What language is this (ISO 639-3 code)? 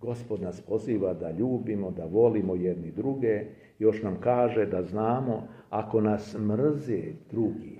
srp